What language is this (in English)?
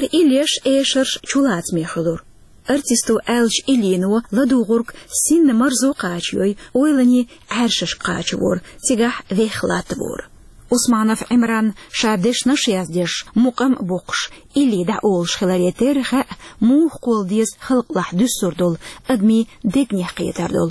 Chechen